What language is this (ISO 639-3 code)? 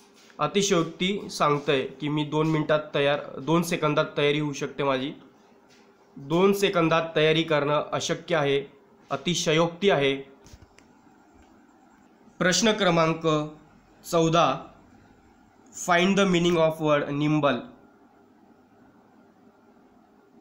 mar